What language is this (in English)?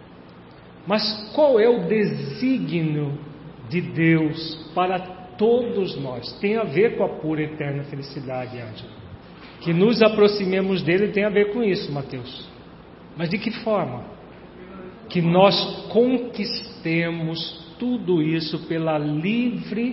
Portuguese